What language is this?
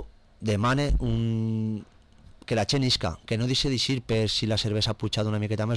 Catalan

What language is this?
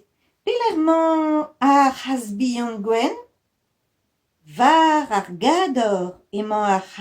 Breton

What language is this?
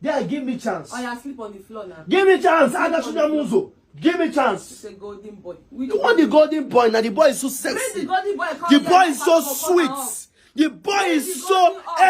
Nigerian Pidgin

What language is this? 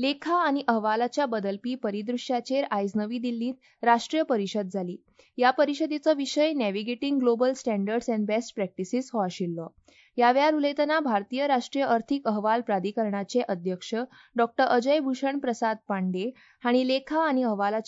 Konkani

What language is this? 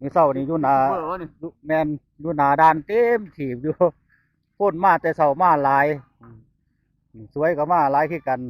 Northeastern Thai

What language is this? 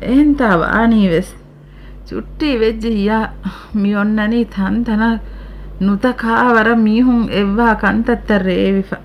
Divehi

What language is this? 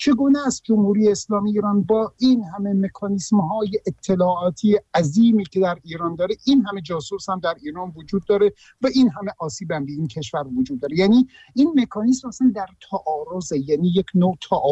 Persian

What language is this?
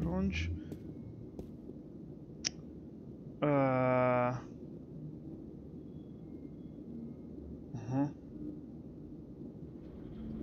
Hungarian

